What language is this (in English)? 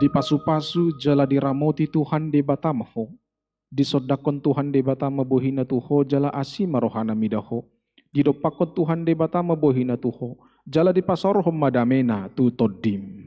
Batak Toba